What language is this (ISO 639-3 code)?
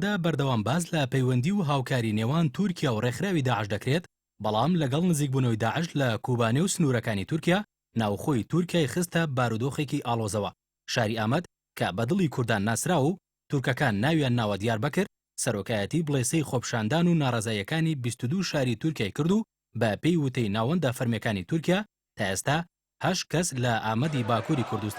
ckb